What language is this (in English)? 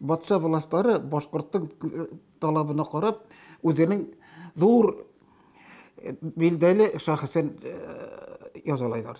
Bashkir